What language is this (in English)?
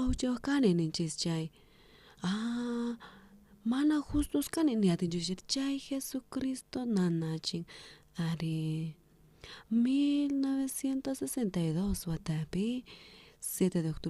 South Bolivian Quechua